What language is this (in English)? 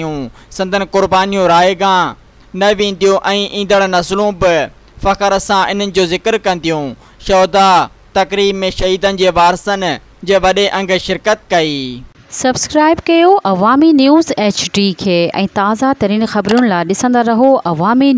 Sindhi